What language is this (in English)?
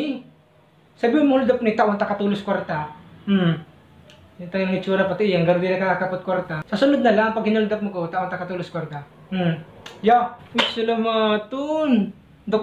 Bikol